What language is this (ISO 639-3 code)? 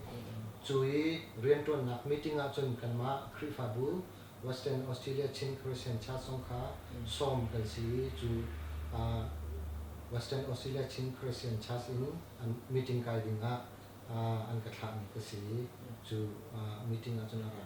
cnh